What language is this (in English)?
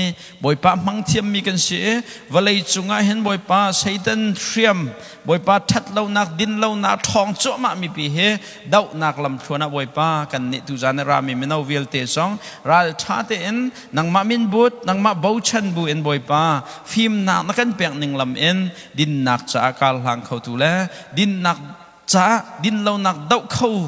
Hakha Chin